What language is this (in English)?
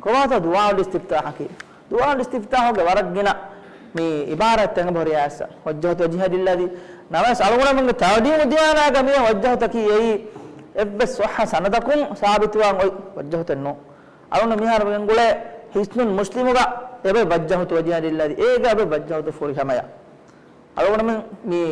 Divehi